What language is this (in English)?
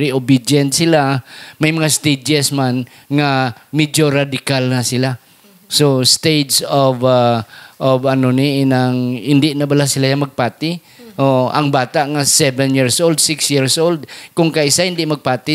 Hiligaynon